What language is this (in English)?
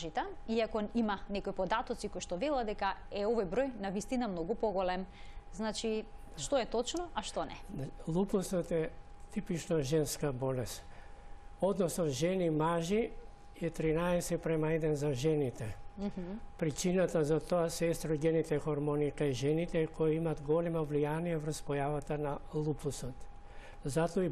Macedonian